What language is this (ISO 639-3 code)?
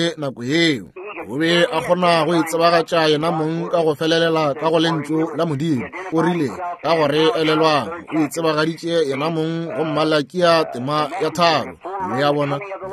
nso